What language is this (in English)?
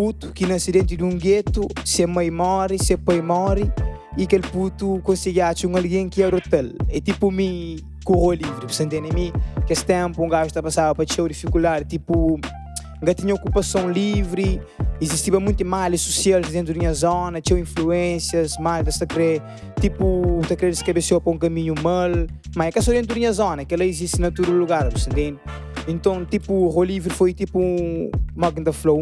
Kabuverdianu